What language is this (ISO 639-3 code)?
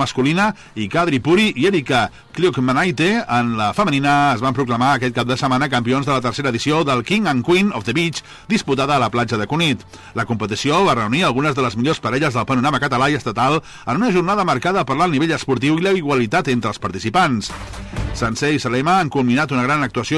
cat